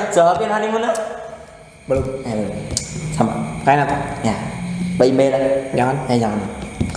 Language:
Banjar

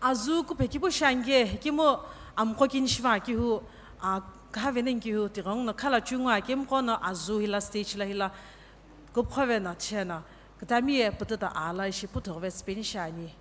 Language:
Sumi Naga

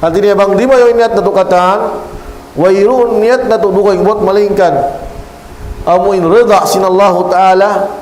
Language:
Tausug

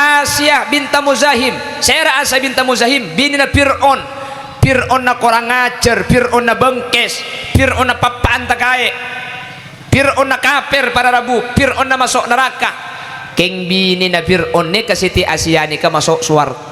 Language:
Madurese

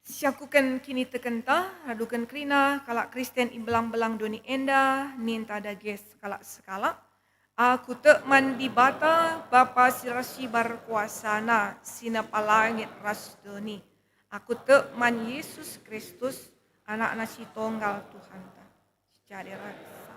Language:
Batak Karo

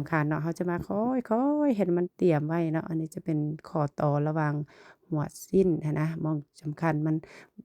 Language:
Lao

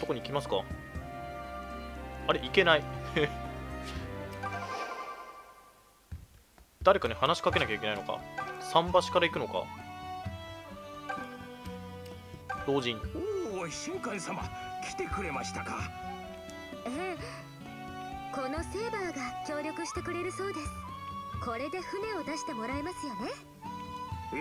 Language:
Japanese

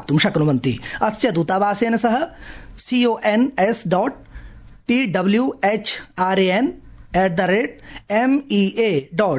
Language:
Sanskrit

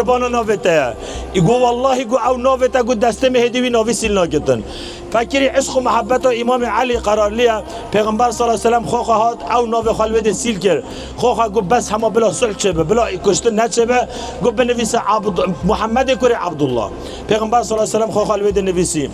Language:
Kurdish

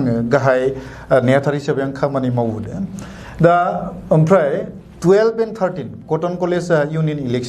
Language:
Bodo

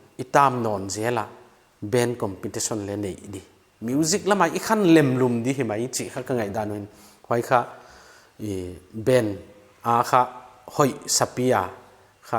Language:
Paite Chin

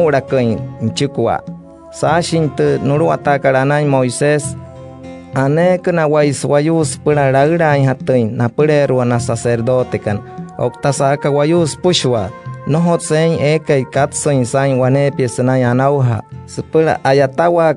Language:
Wayuu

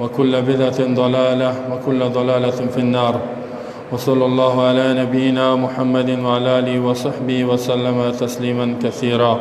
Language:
Persian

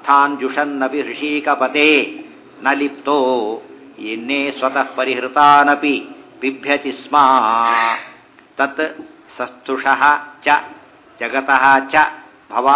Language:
Kannada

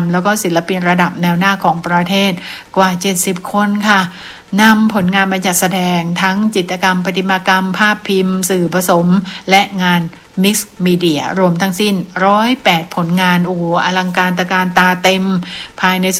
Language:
Thai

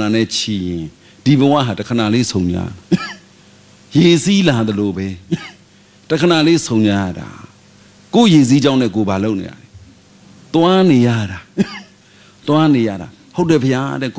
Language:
Burmese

